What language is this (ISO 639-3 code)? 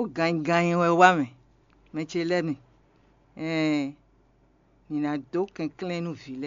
fon